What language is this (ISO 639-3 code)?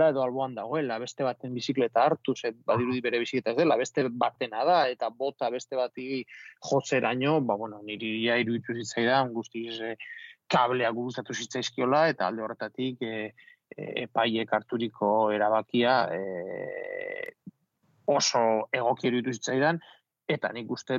eus